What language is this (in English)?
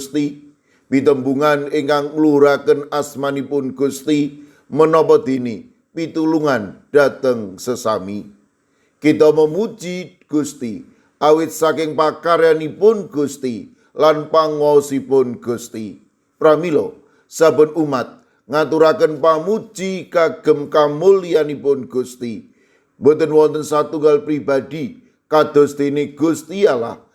Javanese